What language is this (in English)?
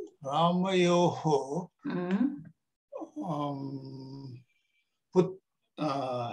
Sanskrit